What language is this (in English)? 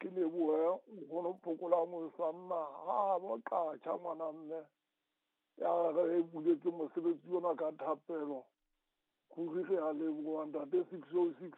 Southern Sotho